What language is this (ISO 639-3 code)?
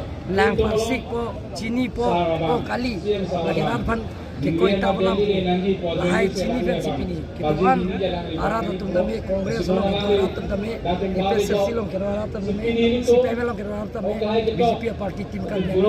mjw